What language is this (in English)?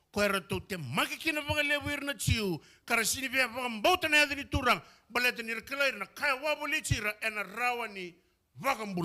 Fijian